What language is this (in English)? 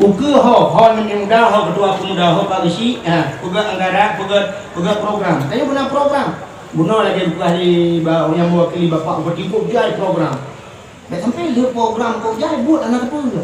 Achinese